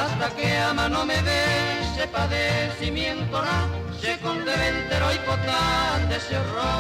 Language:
Guarani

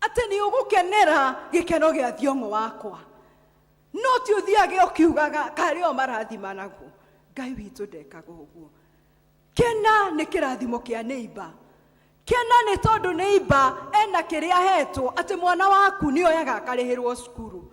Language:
Kikuyu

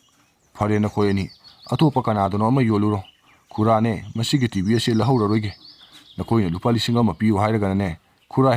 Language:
Manipuri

